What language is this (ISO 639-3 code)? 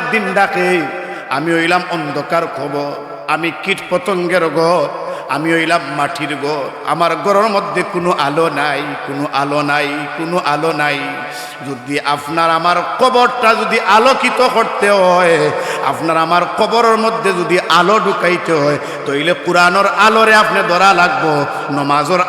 syl